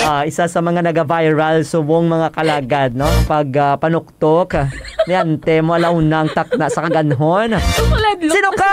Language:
Hiligaynon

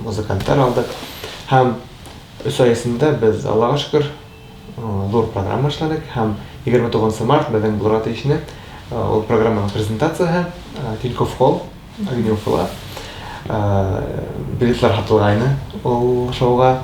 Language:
Bashkir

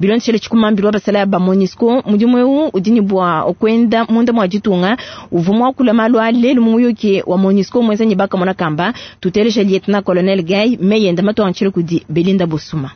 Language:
Luba-Lulua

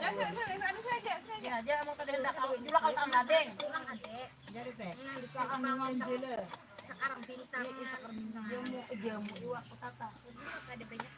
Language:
Banjar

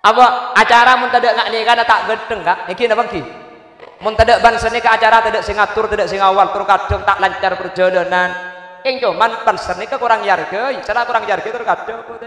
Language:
Madurese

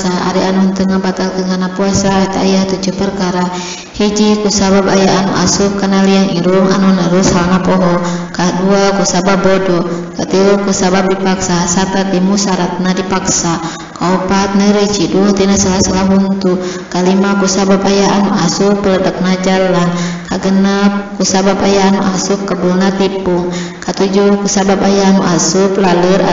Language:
Sundanese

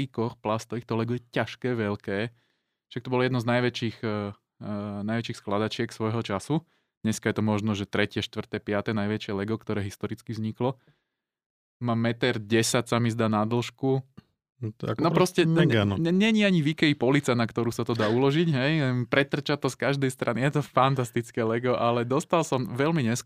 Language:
Slovak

